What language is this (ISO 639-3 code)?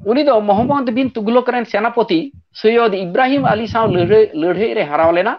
sat